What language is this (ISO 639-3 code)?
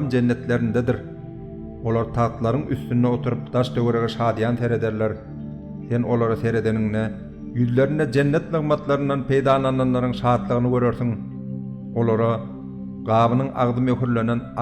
tuk